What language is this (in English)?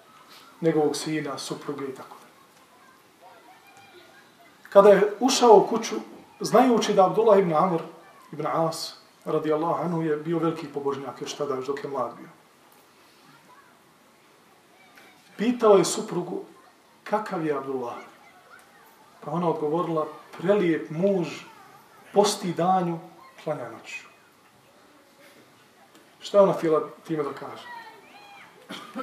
Bosnian